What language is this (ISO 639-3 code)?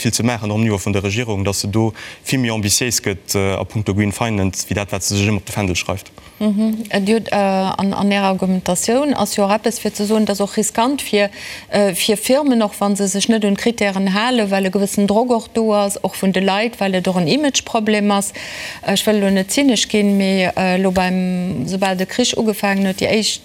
ltz